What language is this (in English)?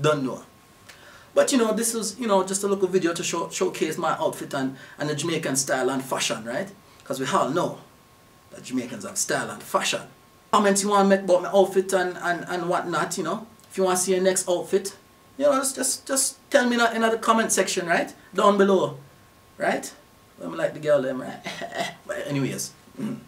Jamaican Creole English